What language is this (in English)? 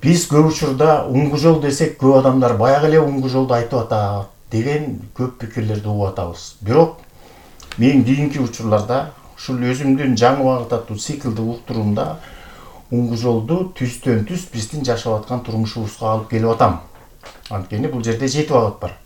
Kyrgyz